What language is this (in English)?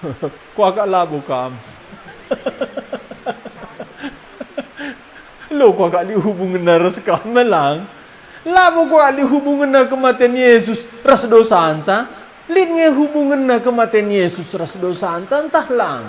Batak Karo